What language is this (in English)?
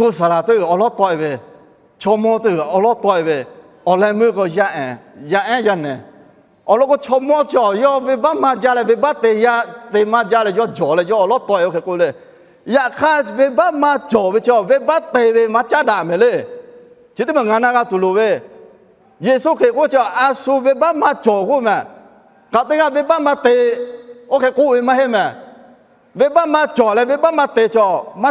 Lahu